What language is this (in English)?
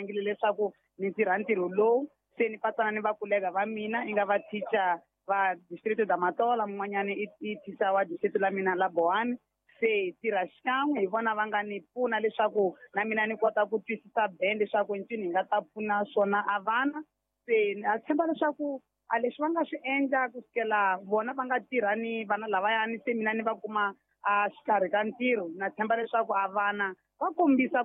Tsonga